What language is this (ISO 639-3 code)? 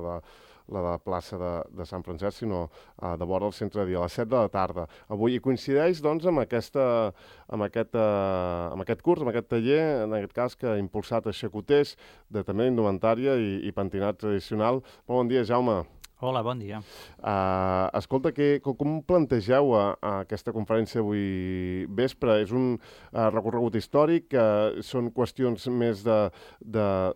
cat